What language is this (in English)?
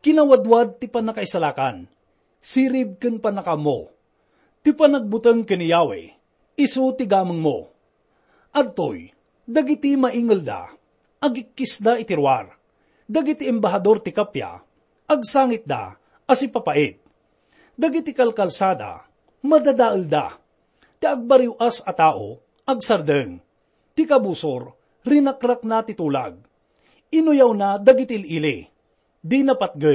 Iloko